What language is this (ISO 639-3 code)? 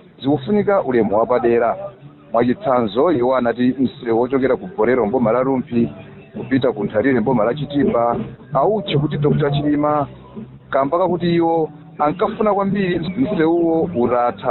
nya